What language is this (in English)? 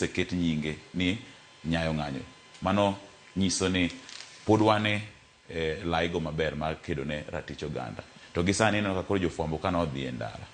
Luo (Kenya and Tanzania)